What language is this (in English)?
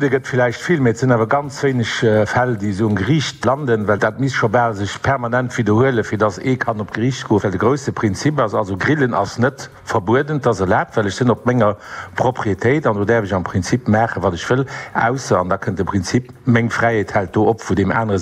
Luxembourgish